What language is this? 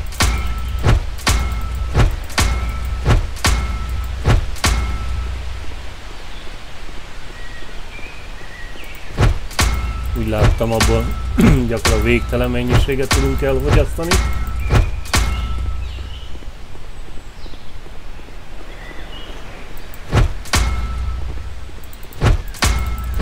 Hungarian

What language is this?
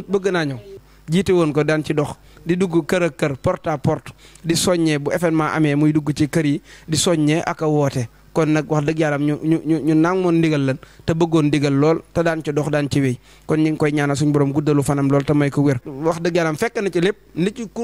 Wolof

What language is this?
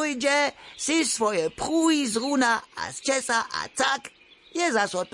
Upper Sorbian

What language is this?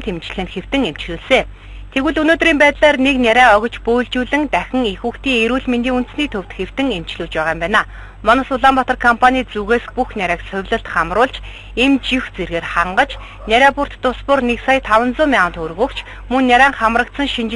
Mongolian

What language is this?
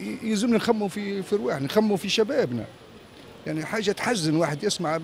Tunisian Arabic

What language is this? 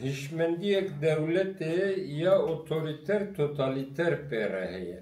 Kurdish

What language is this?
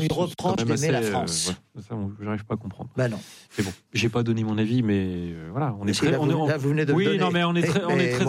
French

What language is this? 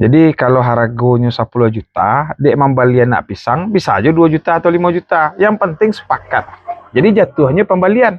Minangkabau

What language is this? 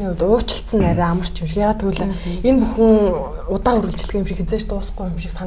Mongolian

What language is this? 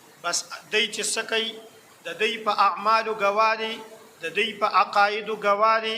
Pashto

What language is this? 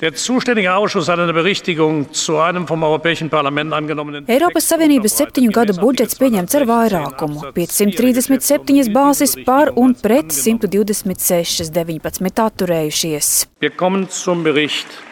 Latvian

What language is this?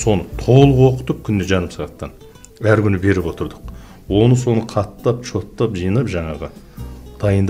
Kazakh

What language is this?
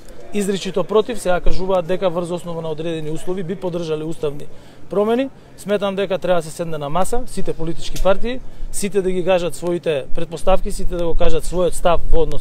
Macedonian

